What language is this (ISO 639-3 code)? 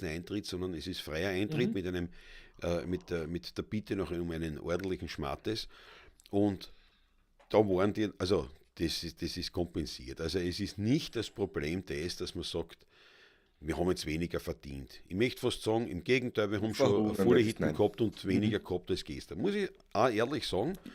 bar